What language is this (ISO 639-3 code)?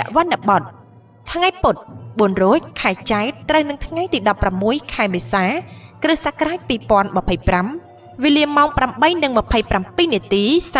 khm